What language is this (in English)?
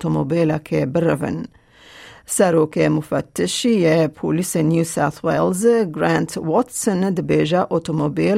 Kurdish